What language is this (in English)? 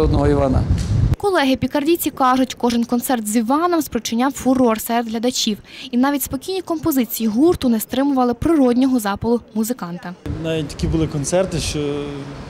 Ukrainian